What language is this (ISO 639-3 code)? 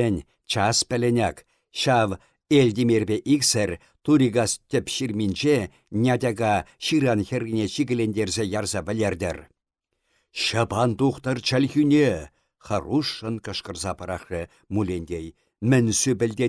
chv